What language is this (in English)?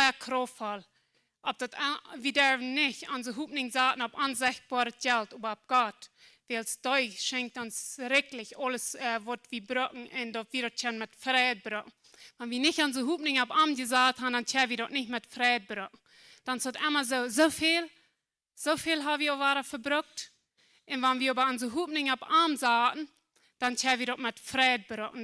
Plautdietsch